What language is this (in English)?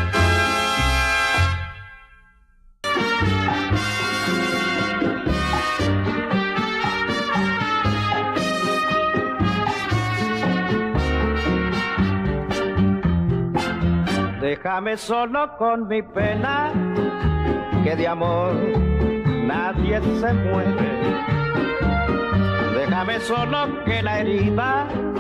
Spanish